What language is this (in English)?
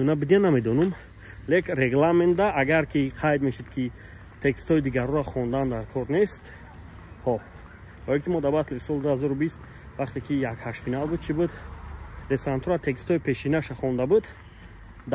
Tajik